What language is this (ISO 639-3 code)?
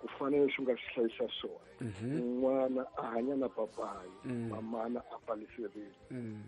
tso